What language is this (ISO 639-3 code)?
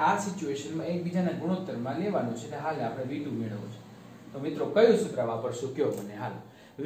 guj